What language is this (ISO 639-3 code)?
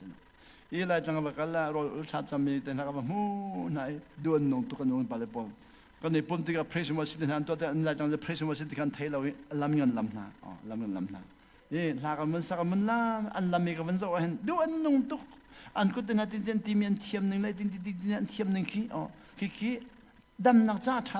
cnh